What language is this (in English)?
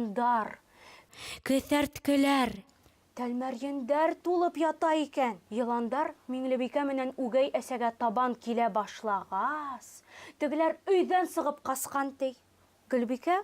Bashkir